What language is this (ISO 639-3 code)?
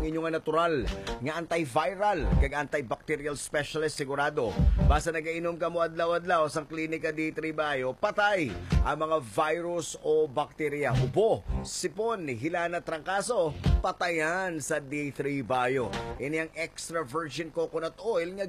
hil